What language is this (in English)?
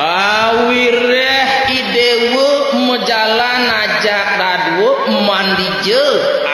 Balinese